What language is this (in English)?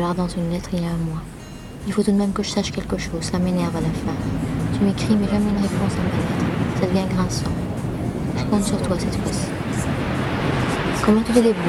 French